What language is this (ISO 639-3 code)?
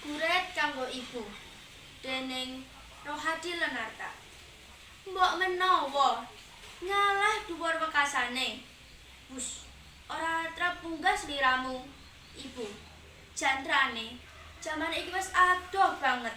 jav